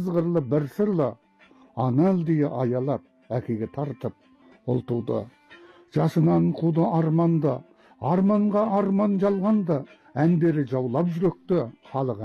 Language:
Kazakh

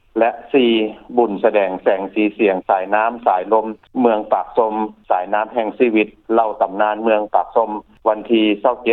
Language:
Lao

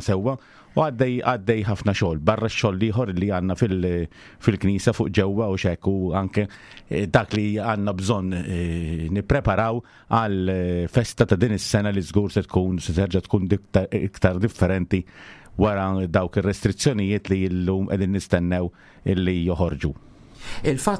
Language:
Maltese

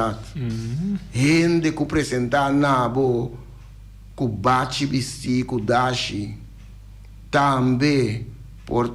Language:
Papiamento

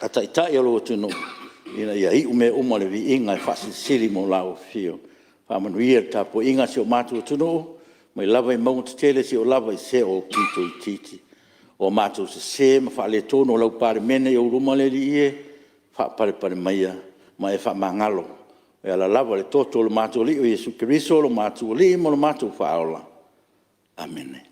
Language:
Samoan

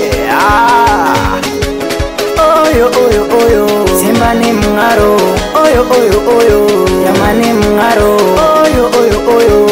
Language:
Swahili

